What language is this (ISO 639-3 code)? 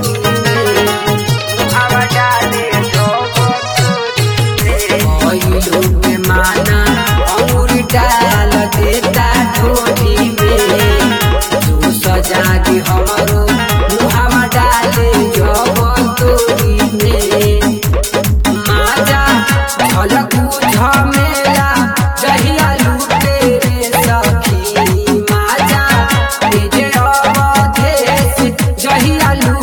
bho